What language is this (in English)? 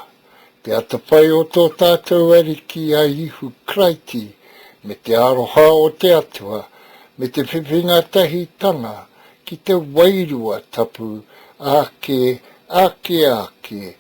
Māori